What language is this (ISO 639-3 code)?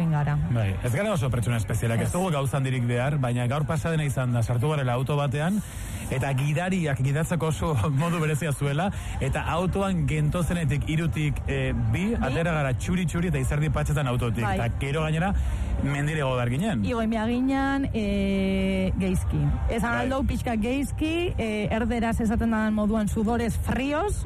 eus